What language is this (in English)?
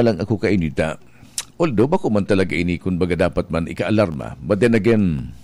Bikol